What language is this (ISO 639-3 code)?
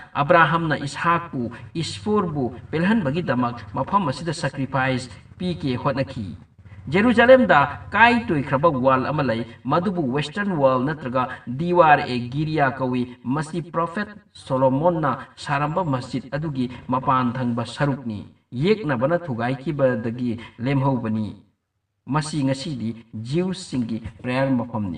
mni